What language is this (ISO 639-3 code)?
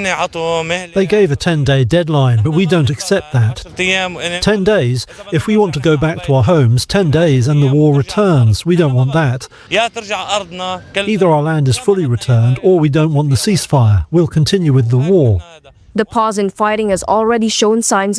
pap